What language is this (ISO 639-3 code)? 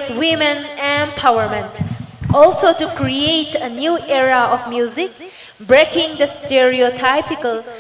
nmf